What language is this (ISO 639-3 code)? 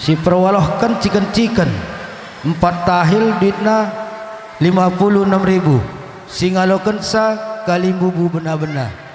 btx